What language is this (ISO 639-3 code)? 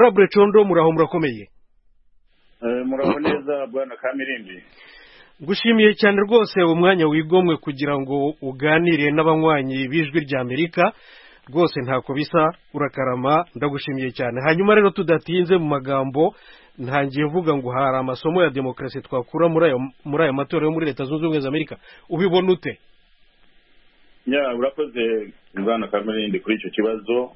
kin